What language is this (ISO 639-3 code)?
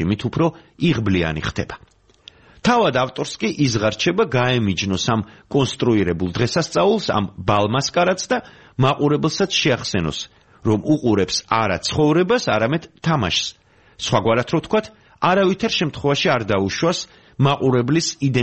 kat